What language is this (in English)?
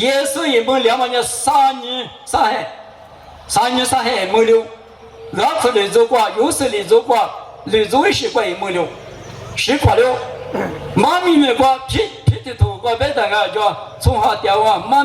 Lisu